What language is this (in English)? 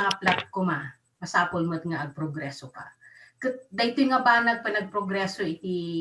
Iloko